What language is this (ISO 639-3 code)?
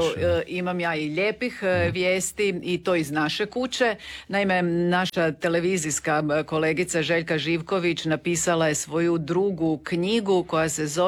hrv